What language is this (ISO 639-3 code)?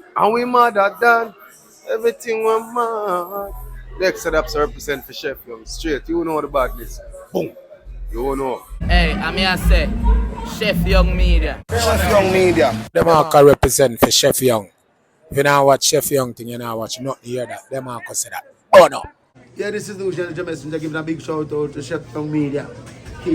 jam